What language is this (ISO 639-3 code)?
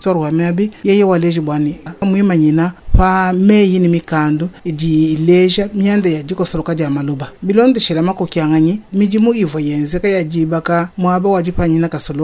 lua